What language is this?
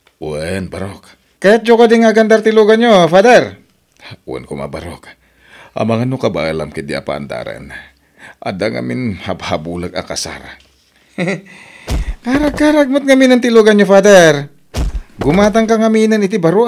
Iloko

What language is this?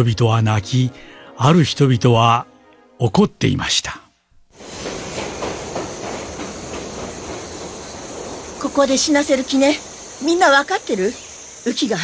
Japanese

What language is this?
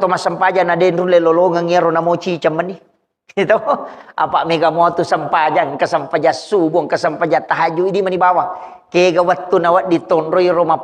Buginese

